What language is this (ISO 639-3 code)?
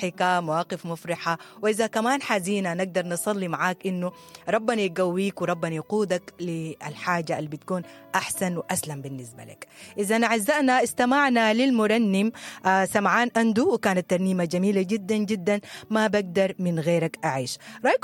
apd